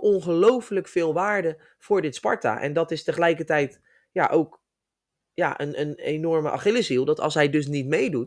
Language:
Dutch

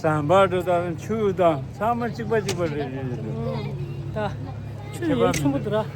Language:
Tibetan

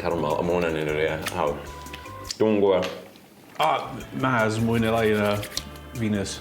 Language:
Welsh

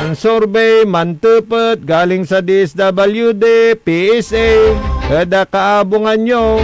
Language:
Pangasinan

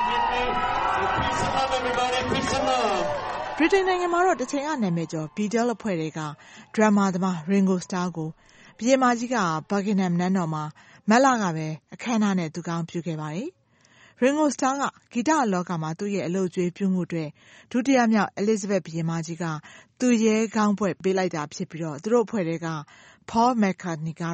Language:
Burmese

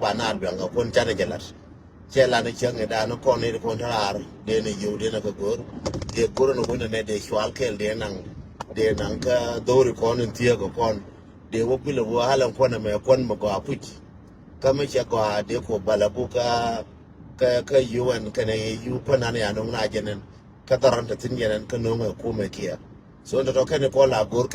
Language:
Nuer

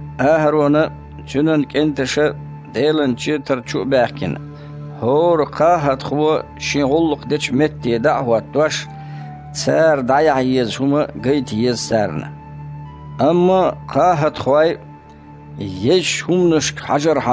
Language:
Chechen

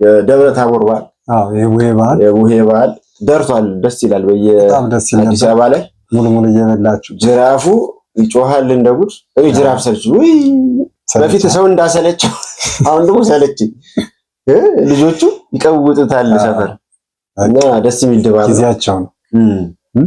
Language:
Amharic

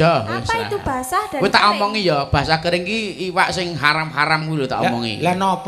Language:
Javanese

